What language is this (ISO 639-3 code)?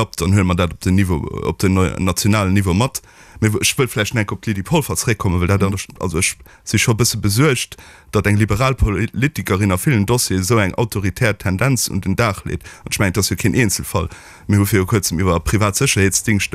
ltz